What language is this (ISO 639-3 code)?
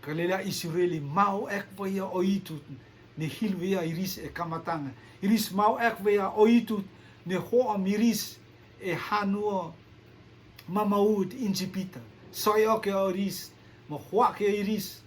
rtm